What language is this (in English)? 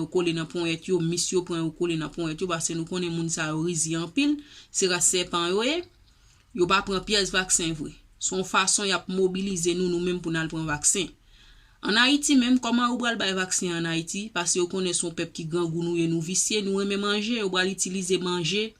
Haitian Creole